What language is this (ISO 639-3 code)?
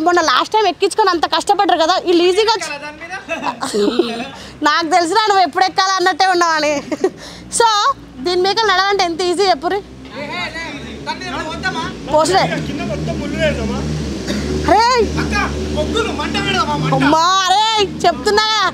tel